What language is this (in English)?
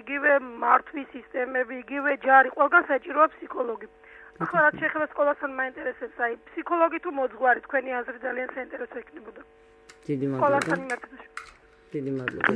Georgian